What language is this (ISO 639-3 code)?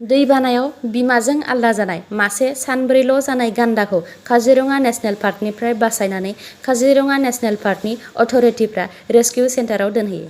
brx